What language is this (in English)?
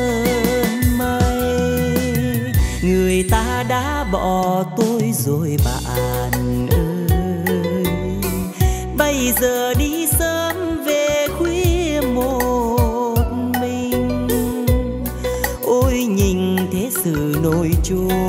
Vietnamese